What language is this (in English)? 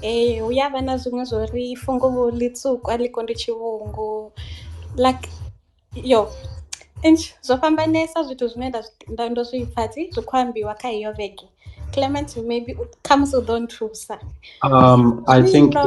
Venda